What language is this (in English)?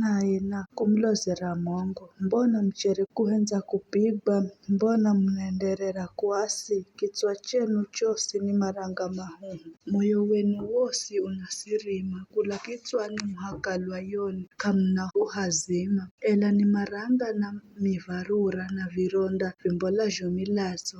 Giryama